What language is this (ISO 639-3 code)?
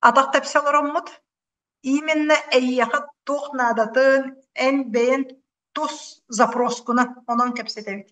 sah